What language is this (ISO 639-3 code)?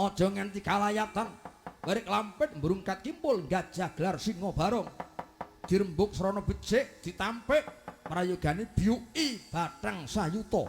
jav